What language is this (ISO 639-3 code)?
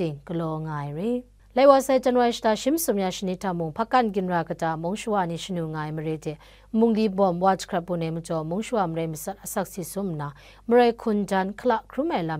kac